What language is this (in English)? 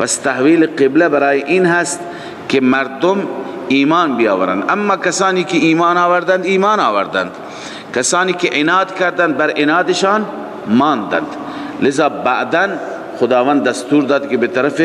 Persian